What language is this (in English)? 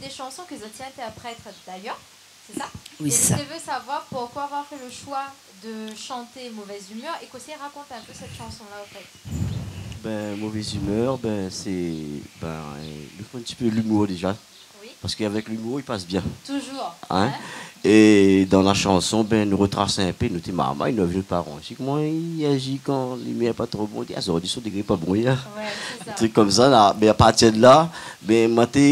Réunion Creole French